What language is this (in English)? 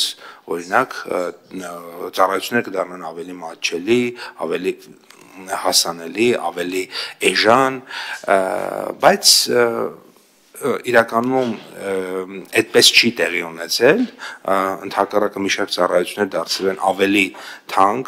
Armenian